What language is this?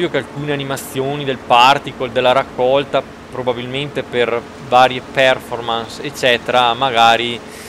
Italian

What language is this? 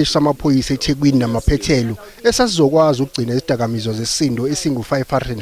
Zulu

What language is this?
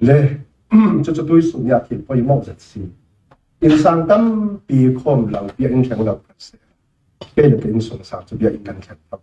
Falam Chin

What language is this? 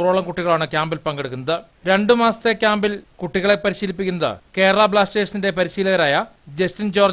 Malayalam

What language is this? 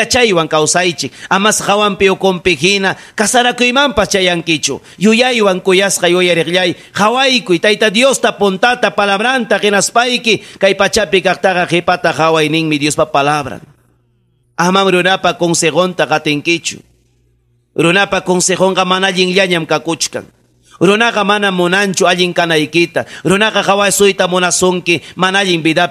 Ayacucho Quechua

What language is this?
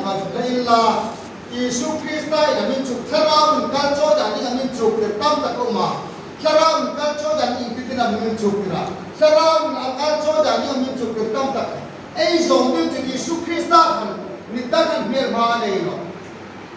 Hmar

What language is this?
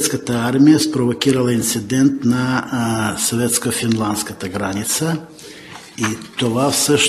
Bulgarian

